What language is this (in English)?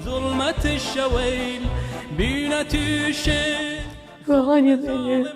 Mesopotamian Arabic